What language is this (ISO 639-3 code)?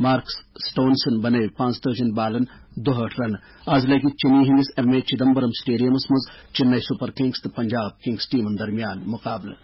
kas